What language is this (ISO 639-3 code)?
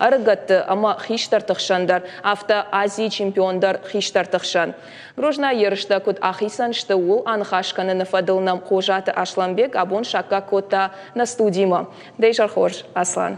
oss